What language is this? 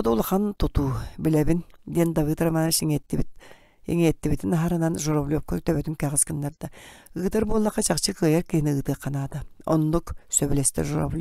Yakut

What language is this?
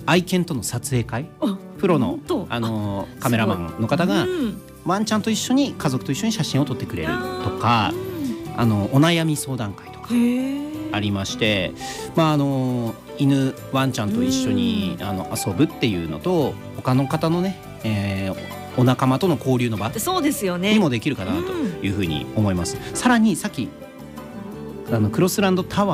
Japanese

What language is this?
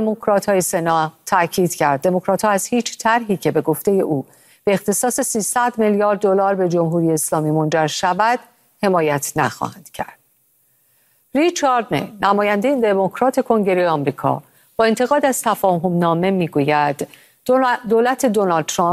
Persian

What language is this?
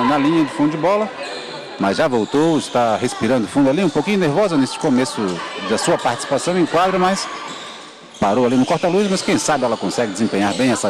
Portuguese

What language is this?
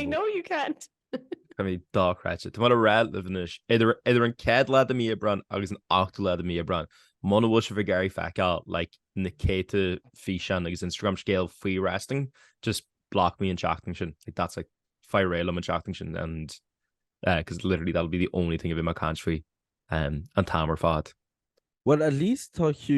Irish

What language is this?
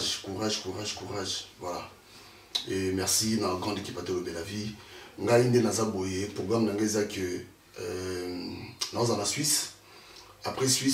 Lingala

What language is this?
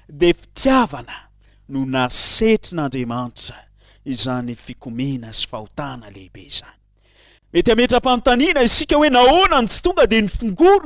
Malagasy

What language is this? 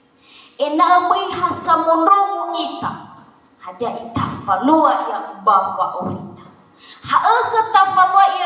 Nias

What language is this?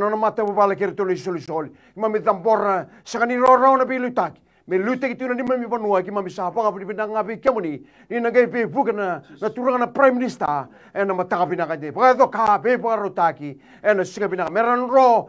Fijian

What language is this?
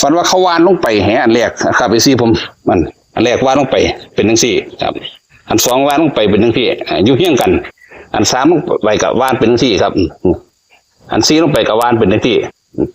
Northeastern Thai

